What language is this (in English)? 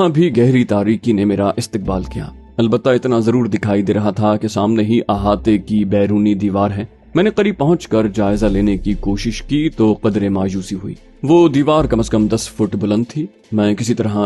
Urdu